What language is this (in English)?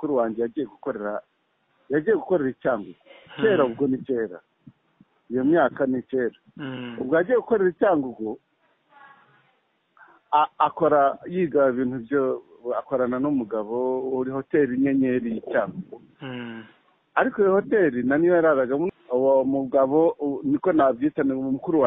Kinyarwanda